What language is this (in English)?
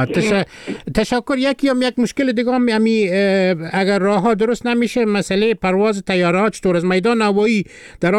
Persian